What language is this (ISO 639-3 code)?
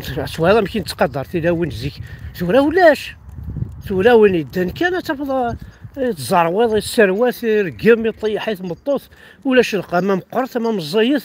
kab